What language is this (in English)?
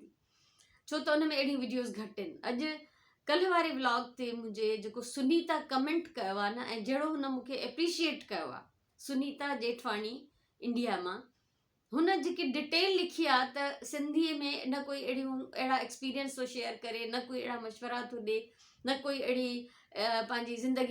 Sindhi